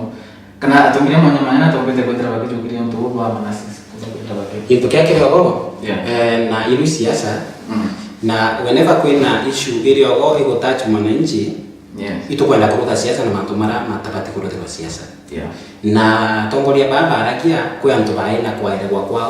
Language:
Meru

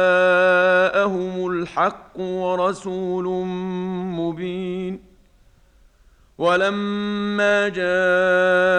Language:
Arabic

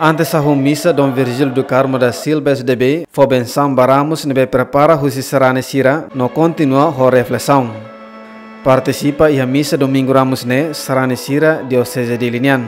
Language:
Tetum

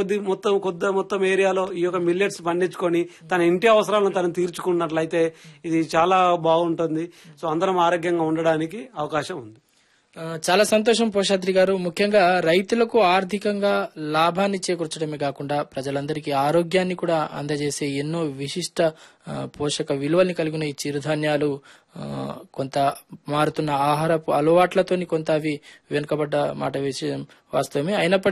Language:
Telugu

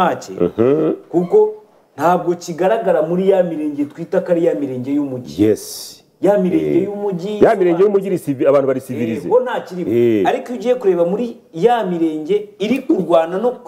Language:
Kinyarwanda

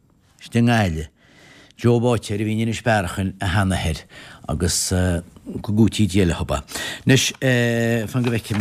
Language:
Irish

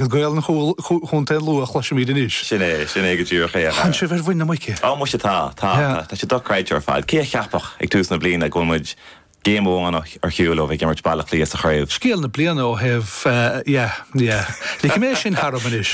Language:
Irish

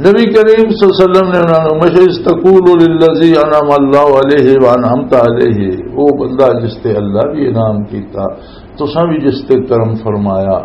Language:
Western Panjabi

